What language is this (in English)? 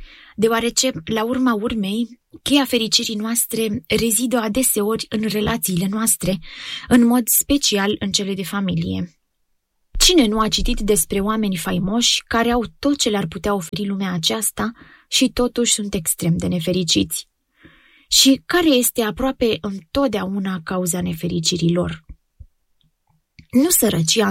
Romanian